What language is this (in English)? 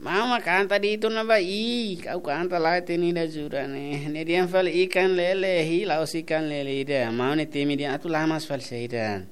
Tetum